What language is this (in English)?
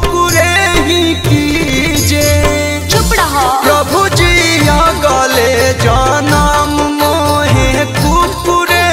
Bhojpuri